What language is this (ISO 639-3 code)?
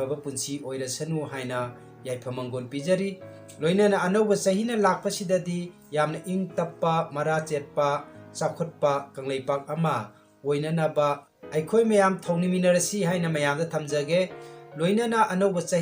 mni